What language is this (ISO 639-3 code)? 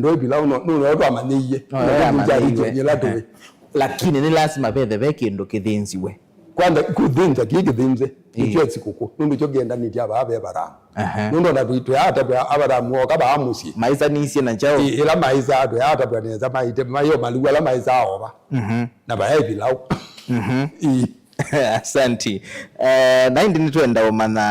kam